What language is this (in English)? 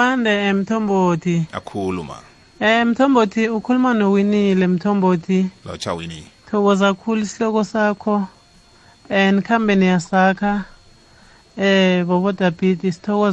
South Ndebele